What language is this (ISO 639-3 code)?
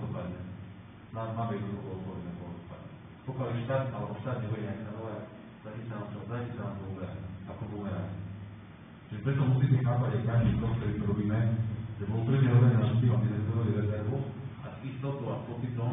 slk